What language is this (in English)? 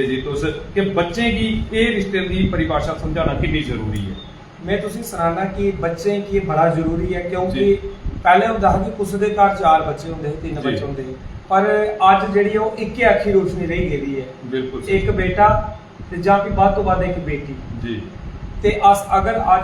Dogri